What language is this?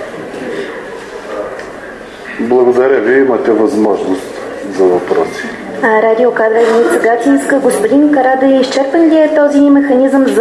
Bulgarian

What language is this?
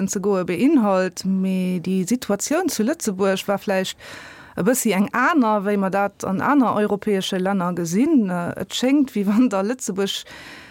Luxembourgish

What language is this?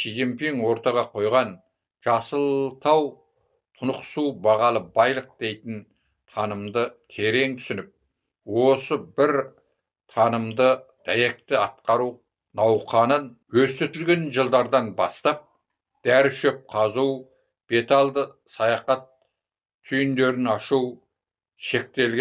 Kazakh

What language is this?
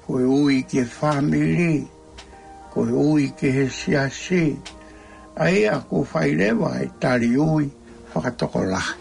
Tongan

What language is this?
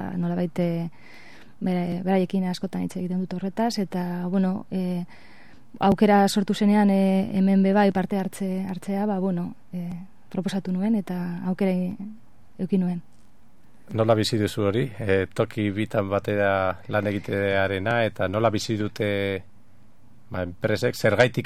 Basque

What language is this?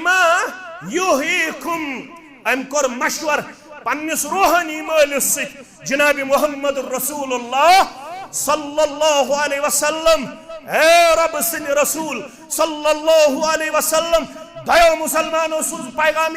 Kashmiri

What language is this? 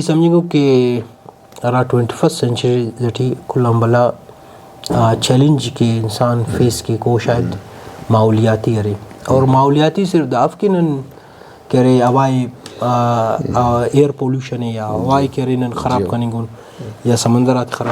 Brahui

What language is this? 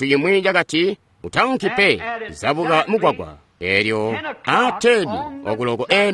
Tonga (Zambia)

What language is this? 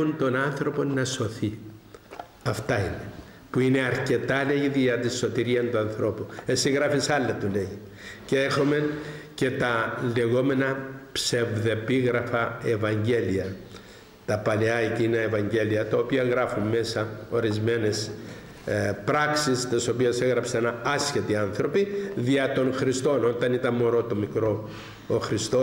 Greek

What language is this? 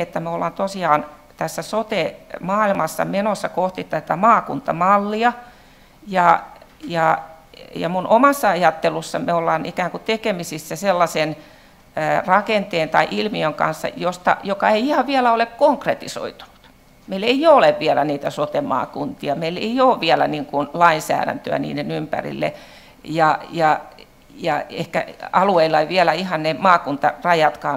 Finnish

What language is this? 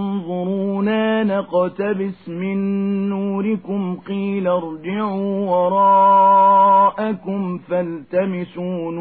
Arabic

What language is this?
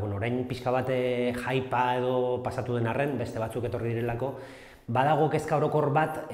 Basque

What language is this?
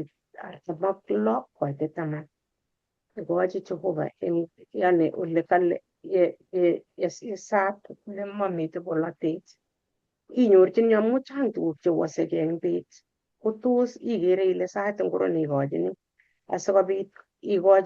Kalenjin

